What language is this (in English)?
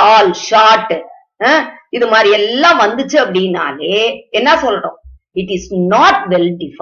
Tamil